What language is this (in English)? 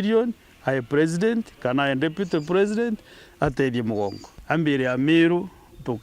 Meru